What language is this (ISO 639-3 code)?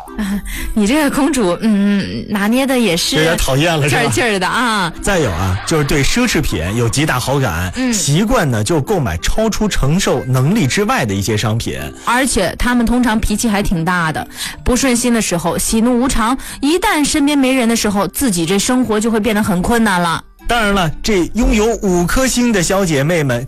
zho